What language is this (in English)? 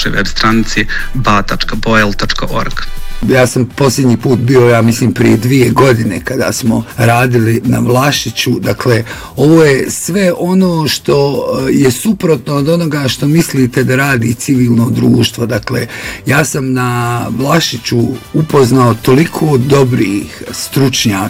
Bosnian